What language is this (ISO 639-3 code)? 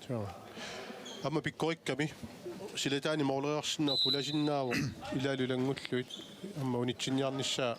kal